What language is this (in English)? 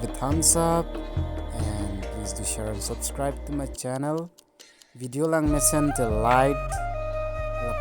Karbi